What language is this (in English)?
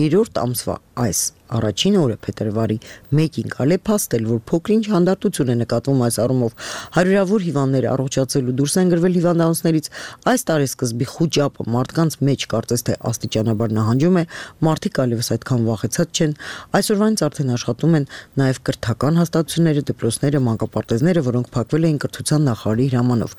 Armenian